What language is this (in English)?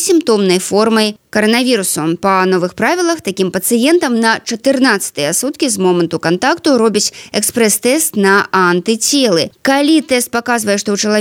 Belarusian